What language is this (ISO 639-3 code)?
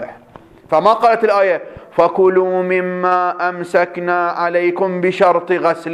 ara